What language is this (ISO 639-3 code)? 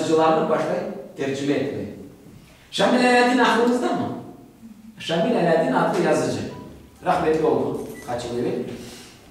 crh